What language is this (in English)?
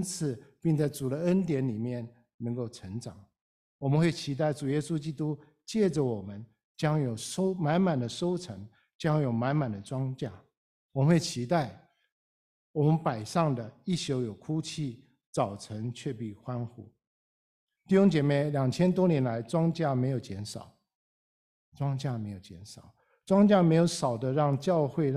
Chinese